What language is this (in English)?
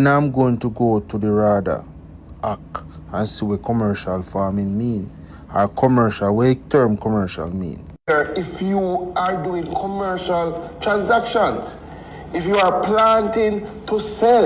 Jamaican Creole English